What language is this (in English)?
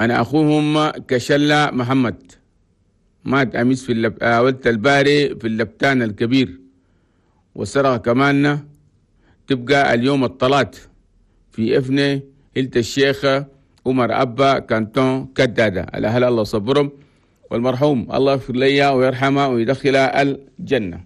Chadian Arabic